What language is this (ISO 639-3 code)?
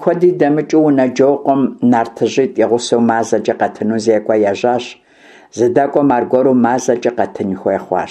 kbd